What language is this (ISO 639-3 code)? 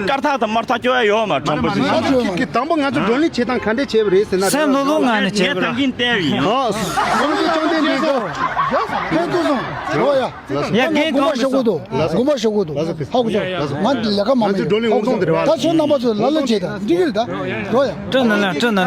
bod